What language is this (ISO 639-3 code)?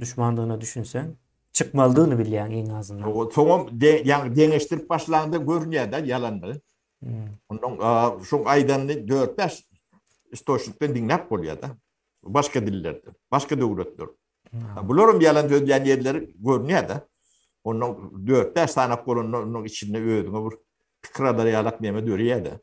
tuk